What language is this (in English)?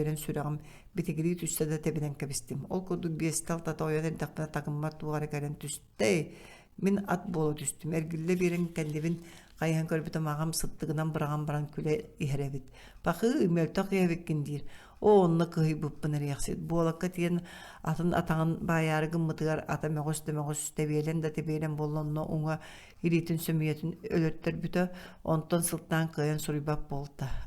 Yakut